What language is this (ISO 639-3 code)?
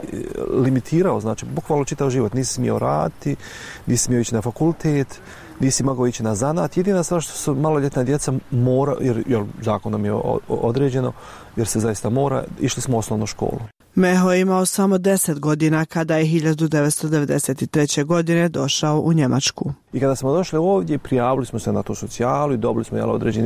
bos